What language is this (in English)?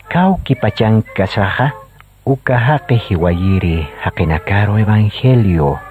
Aymara